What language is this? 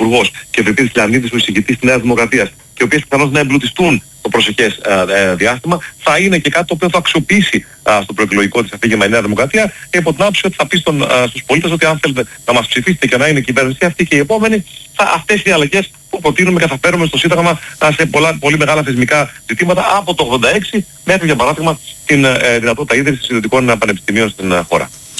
Greek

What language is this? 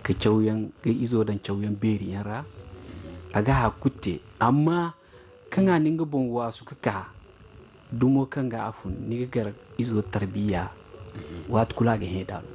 Zarma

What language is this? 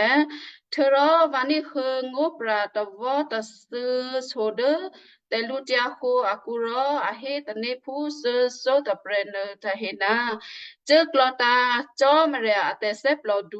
Western Kayah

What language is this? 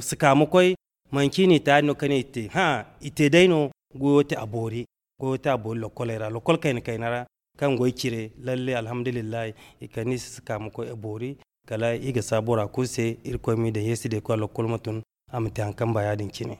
Zarma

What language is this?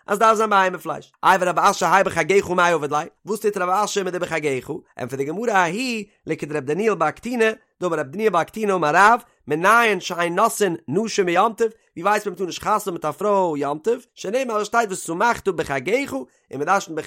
Yiddish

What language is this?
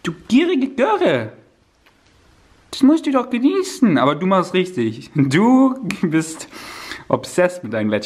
German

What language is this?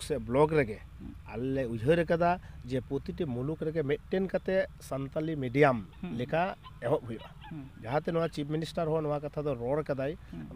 Santali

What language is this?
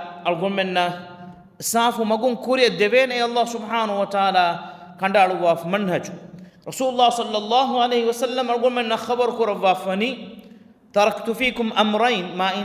Divehi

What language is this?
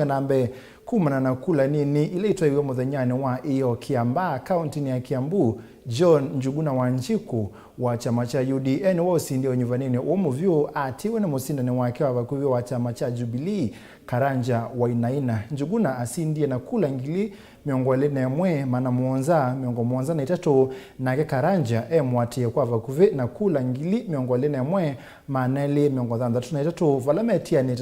Kamba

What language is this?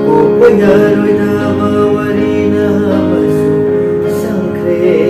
Manipuri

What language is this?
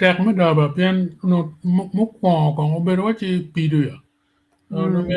Acoli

